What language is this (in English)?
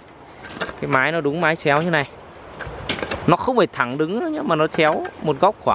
Vietnamese